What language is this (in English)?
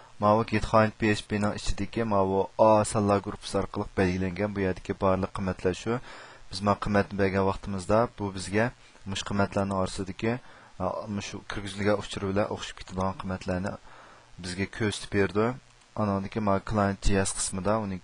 Uyghur